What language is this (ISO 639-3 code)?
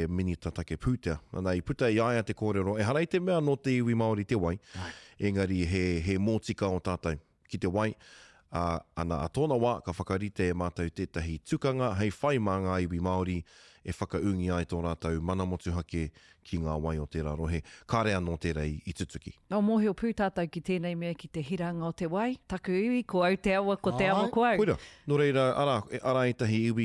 mri